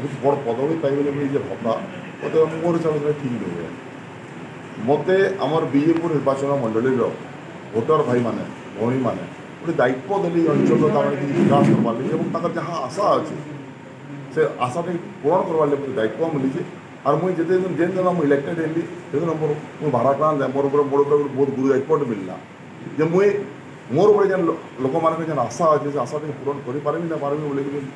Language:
Sambalpuri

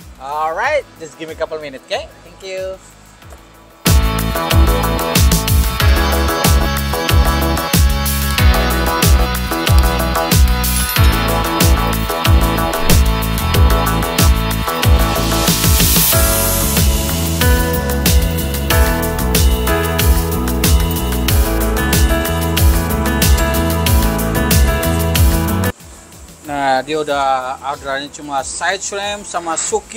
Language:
Indonesian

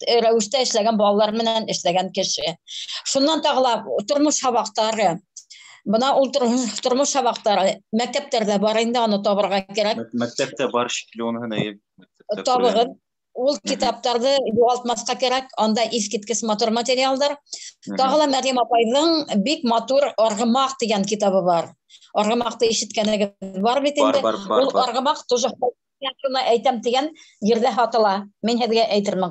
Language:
Bashkir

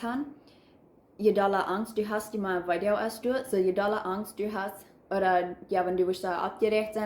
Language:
Plautdietsch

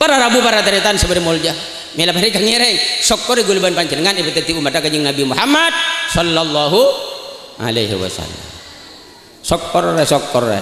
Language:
Madurese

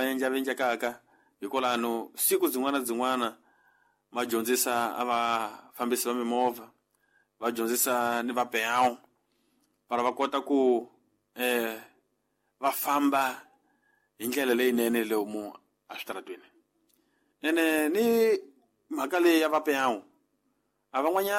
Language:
Tsonga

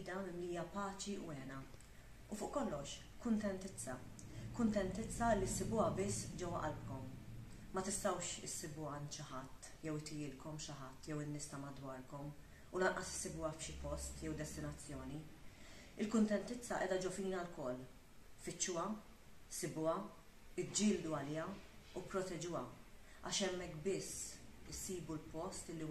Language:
Maltese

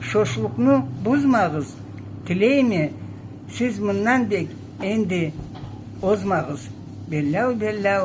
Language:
Karachay-Balkar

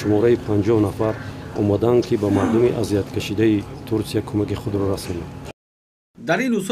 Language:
Tajik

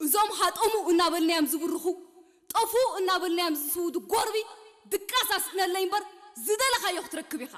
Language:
Tigrinya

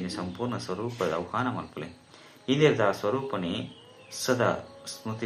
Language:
Tulu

